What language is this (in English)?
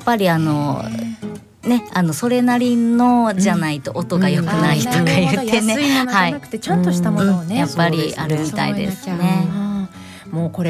Japanese